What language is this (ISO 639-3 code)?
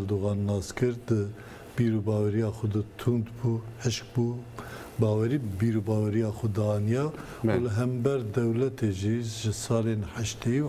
kur